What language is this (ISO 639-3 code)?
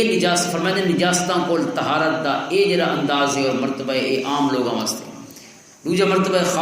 lah